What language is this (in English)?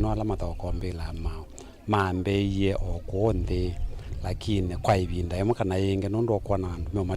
Kamba